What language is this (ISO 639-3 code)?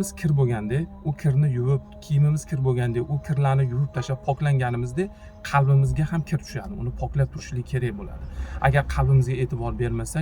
uzb